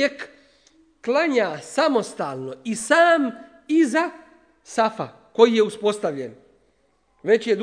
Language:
Bosnian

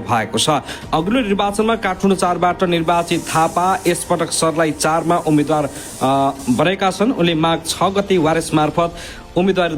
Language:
Nepali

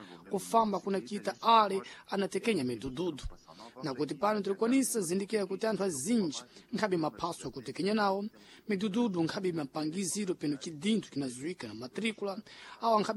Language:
Sena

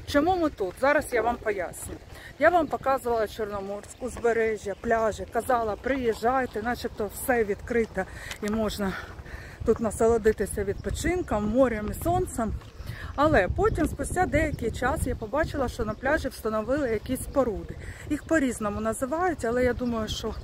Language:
Ukrainian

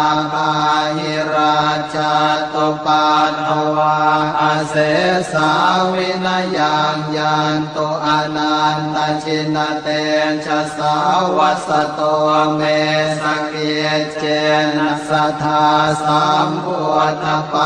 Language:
Pali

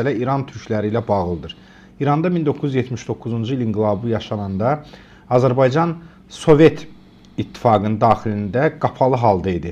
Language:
Azerbaijani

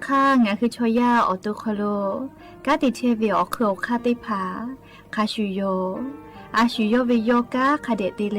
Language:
Lahu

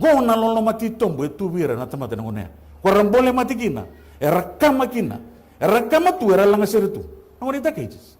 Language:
Fijian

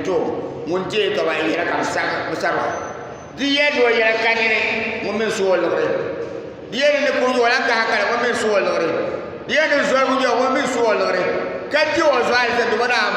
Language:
Dagbani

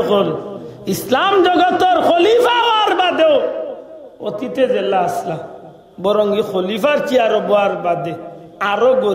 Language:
Sylheti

